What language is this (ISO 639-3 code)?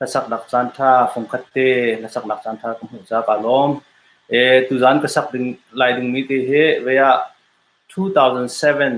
cnh